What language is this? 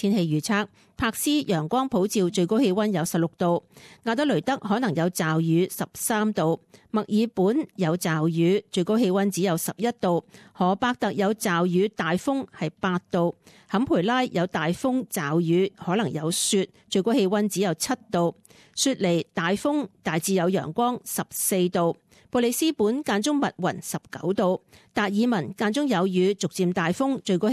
Cantonese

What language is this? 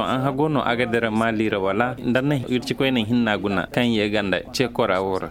Koyraboro Senni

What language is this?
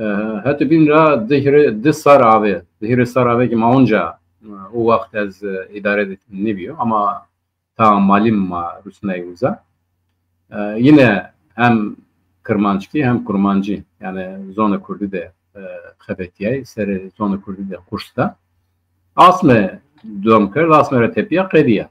Zaza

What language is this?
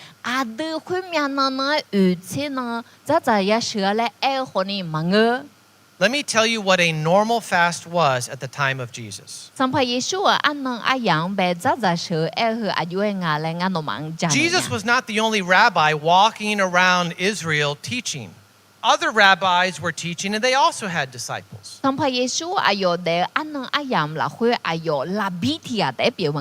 Akha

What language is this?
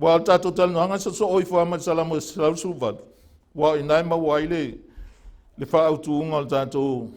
Samoan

